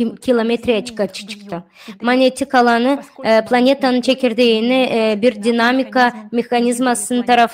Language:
Gagauz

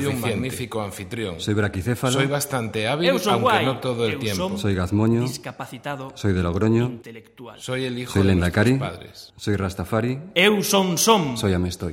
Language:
Galician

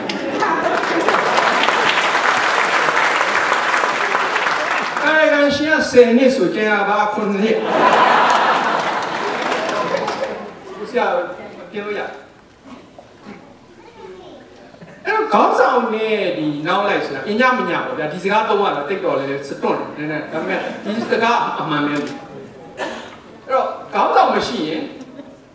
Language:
Burmese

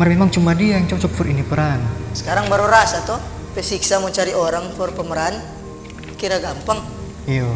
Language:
Manado Malay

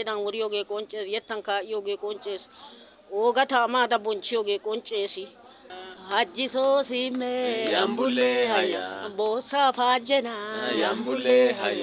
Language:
Wolaytta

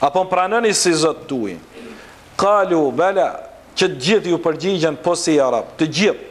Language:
Albanian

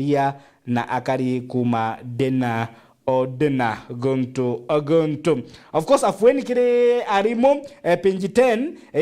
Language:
Meru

